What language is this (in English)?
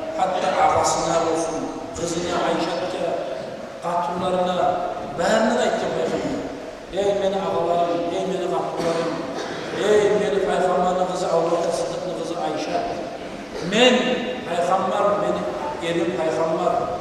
Kumyk